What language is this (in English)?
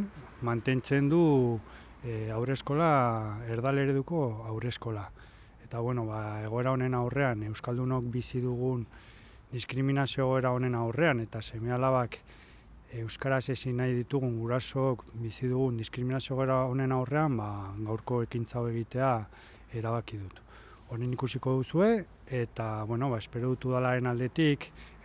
Basque